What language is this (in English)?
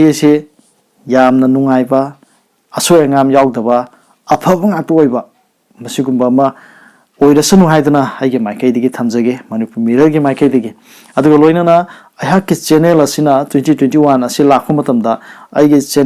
Manipuri